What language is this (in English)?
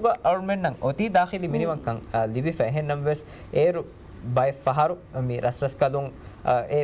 Divehi